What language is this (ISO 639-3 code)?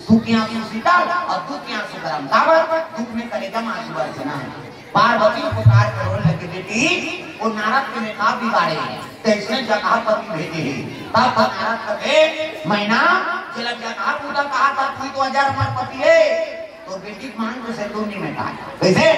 hne